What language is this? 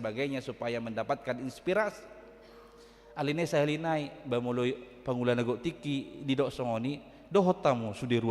Batak Toba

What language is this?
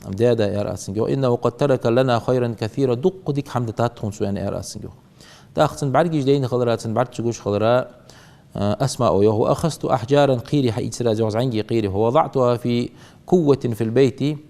Ingush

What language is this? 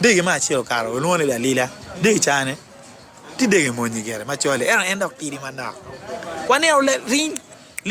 Acoli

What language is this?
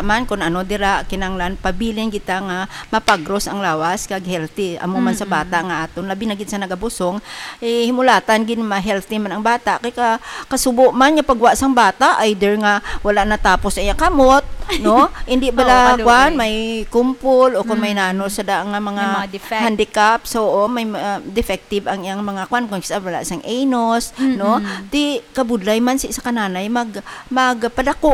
Hiligaynon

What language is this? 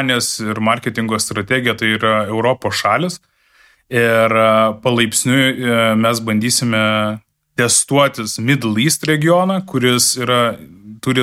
Lithuanian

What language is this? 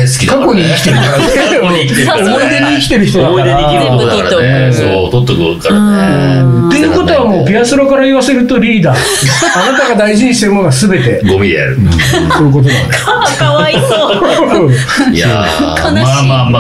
Japanese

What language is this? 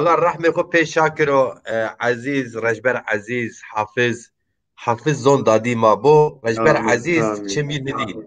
Zaza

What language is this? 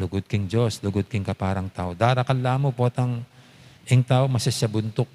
Pampanga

